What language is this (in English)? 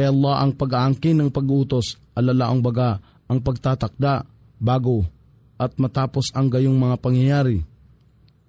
Filipino